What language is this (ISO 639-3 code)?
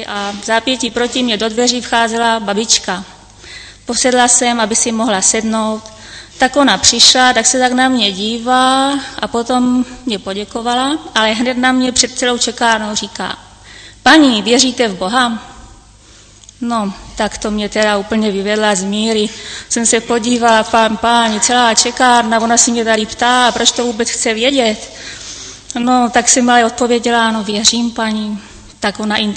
ces